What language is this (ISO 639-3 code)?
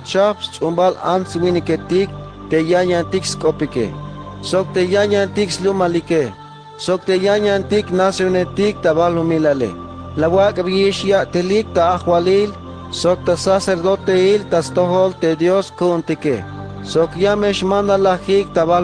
tzh